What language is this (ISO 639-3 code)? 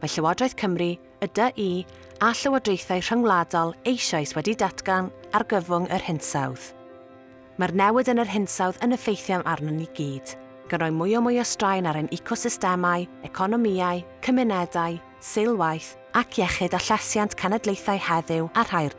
cym